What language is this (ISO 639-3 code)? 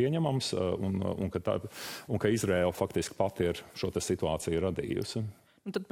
lav